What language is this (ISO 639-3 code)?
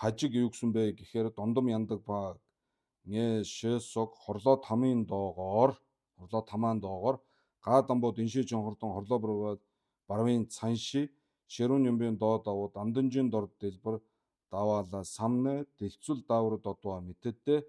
mon